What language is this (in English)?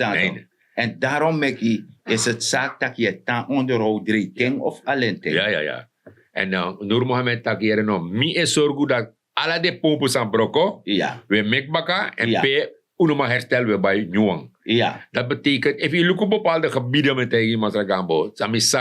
Sranan Tongo